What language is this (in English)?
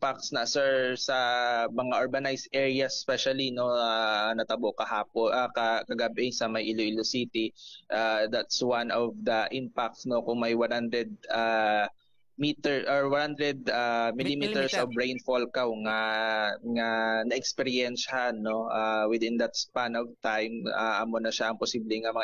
Hiligaynon